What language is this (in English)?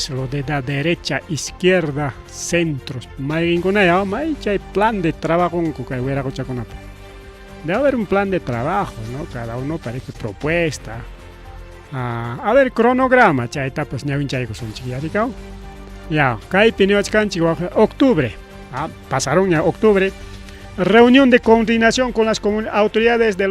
Ayacucho Quechua